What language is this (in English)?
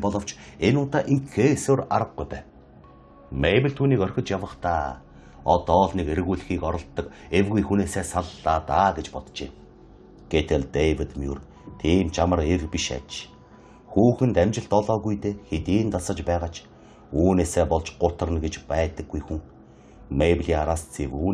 Mongolian